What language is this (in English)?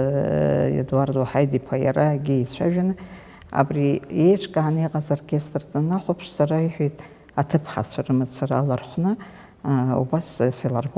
Abkhazian